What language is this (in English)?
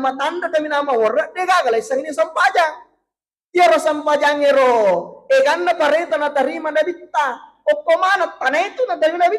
Buginese